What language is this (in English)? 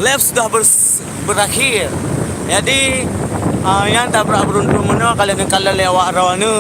Achinese